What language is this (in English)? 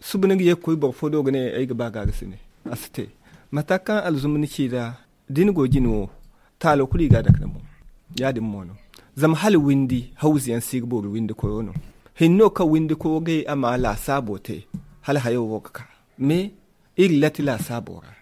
Zarma